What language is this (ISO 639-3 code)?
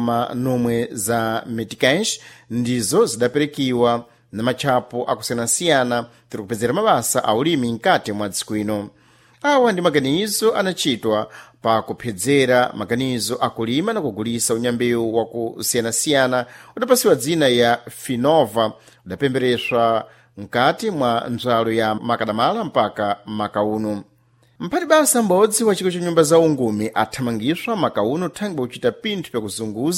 seh